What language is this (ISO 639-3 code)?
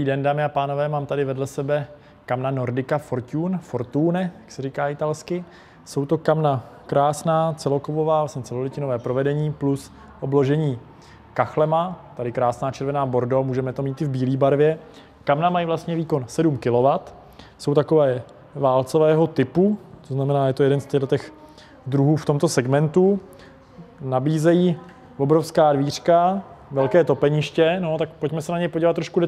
ces